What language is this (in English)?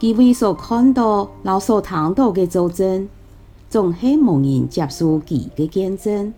Hakka Chinese